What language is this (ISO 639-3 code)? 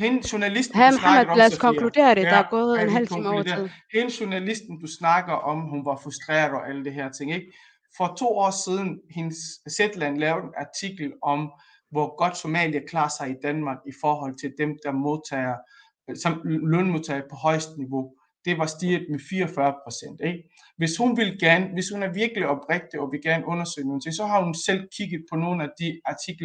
dan